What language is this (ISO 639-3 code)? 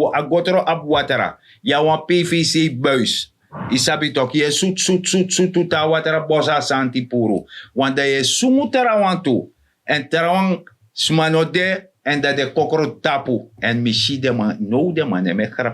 srn